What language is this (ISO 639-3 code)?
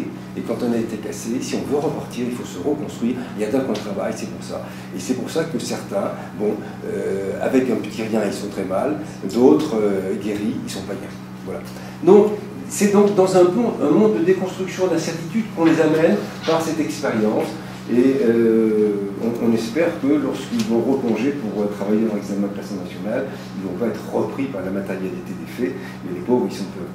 fra